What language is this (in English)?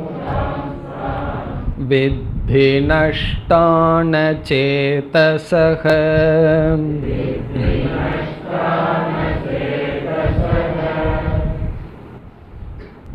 Tamil